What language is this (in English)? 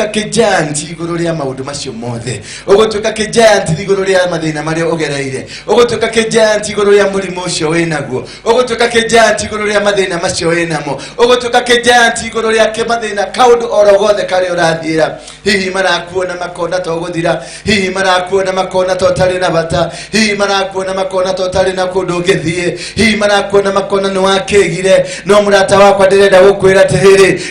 Kikuyu